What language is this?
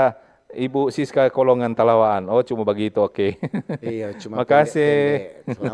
Manado Malay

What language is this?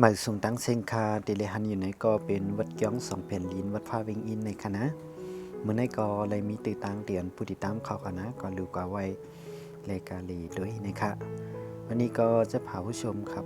Shan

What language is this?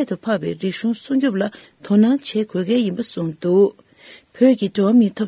Tibetan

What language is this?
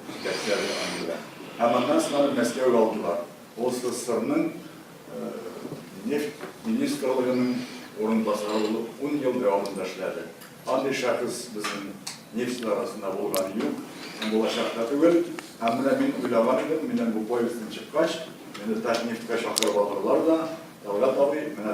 Tatar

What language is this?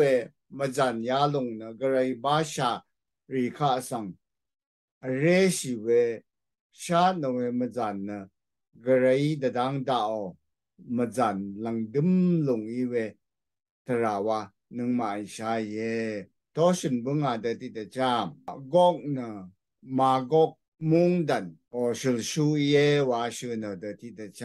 Rawang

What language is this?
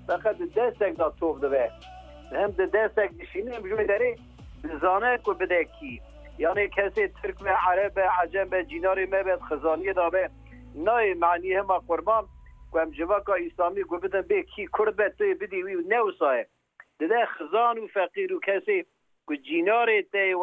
Kurdish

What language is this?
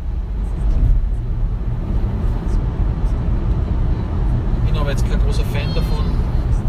German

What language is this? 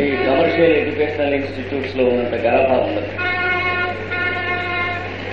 Telugu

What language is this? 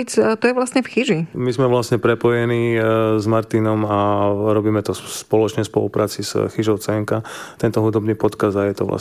Slovak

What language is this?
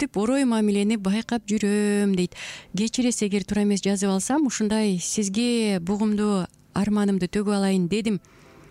Kyrgyz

